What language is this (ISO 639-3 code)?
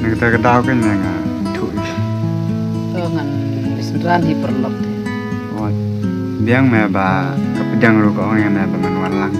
kha